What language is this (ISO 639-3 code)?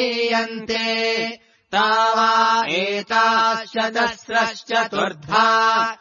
san